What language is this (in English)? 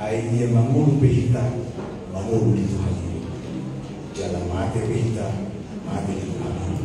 Batak Toba